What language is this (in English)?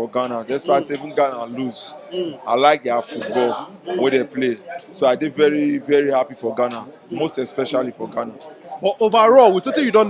Nigerian Pidgin